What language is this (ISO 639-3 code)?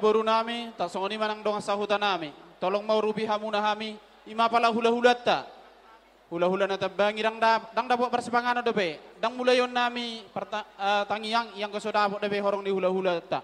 bbc